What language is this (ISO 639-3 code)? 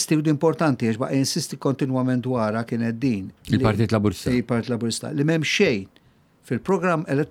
mlt